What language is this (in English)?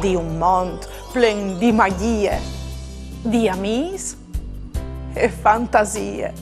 Friulian